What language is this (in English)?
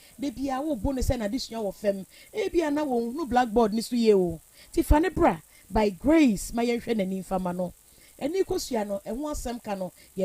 Akan